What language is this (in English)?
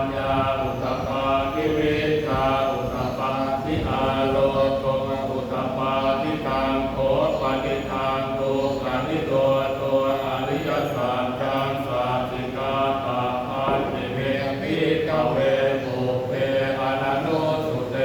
Pali